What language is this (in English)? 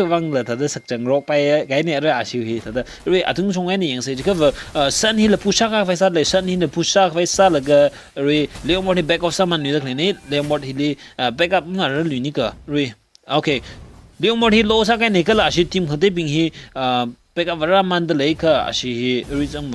Tangkhul Naga (India)